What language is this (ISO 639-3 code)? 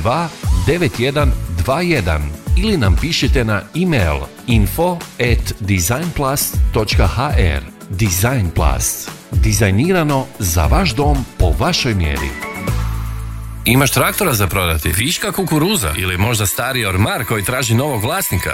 hrv